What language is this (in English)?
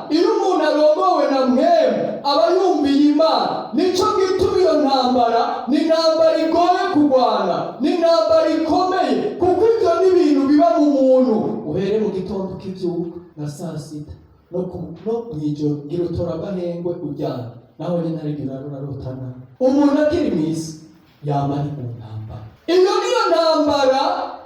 Rundi